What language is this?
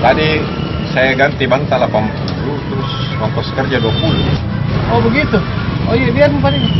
Makassar Malay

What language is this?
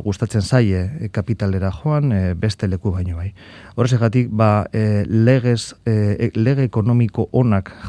Basque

